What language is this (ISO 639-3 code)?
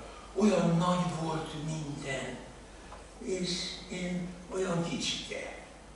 hun